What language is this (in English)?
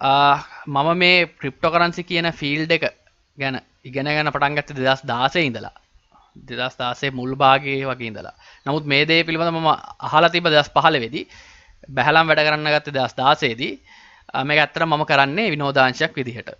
Sinhala